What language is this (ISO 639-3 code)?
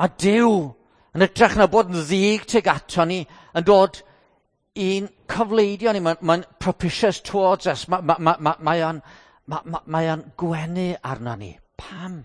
cym